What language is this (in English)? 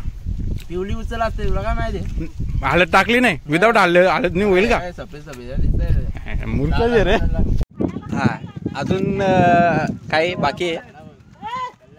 Marathi